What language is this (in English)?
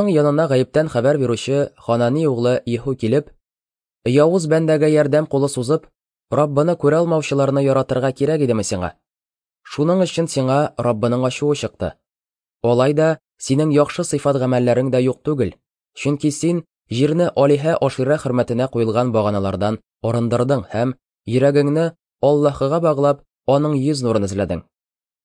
Tatar